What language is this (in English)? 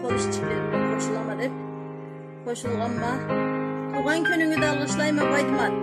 Karachay-Balkar